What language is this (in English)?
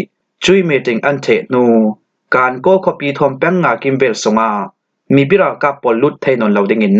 Falam Chin